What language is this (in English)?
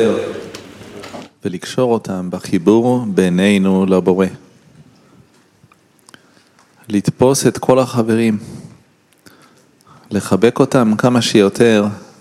Hebrew